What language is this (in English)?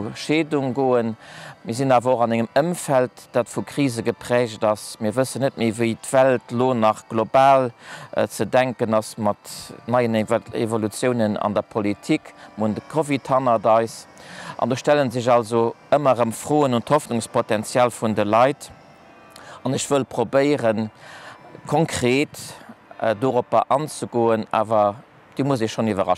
Luxembourgish